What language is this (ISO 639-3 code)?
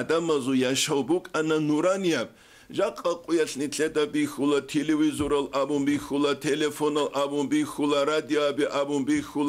ava